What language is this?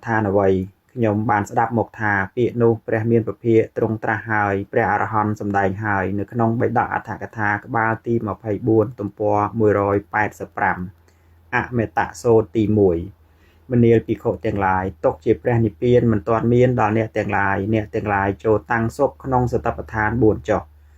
Khmer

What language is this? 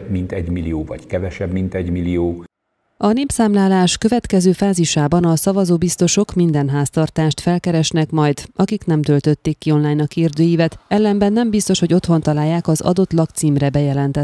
Hungarian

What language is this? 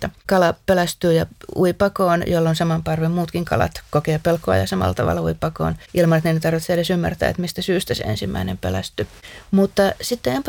Finnish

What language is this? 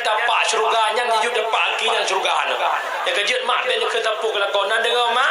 Achinese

